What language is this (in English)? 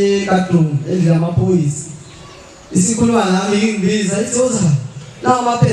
Zulu